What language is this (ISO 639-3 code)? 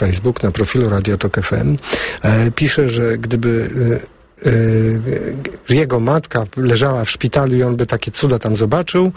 pol